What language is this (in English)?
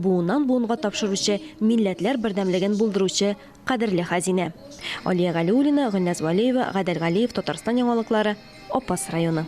Tatar